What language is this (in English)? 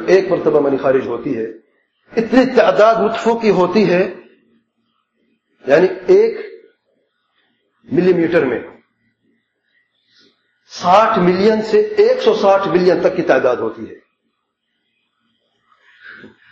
Urdu